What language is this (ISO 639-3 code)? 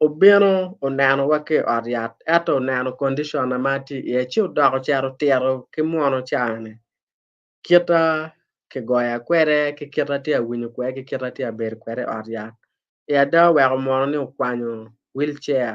ach